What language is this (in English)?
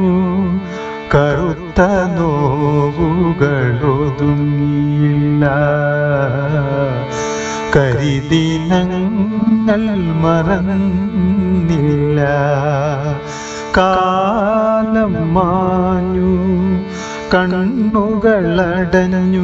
Malayalam